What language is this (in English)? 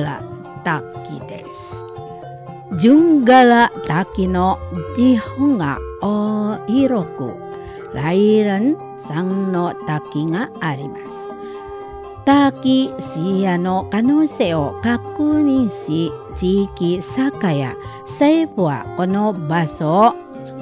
Japanese